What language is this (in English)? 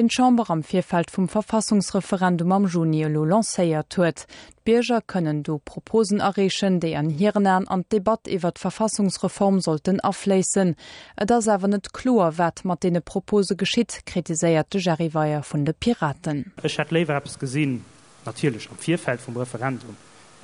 Luxembourgish